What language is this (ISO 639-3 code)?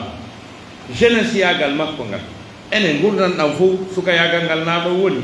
fuf